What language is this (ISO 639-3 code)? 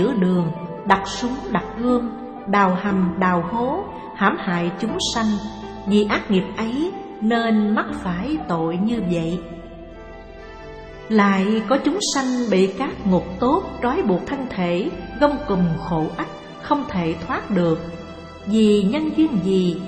vie